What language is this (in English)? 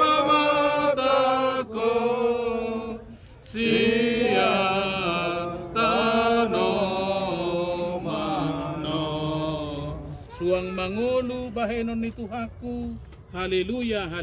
Batak Toba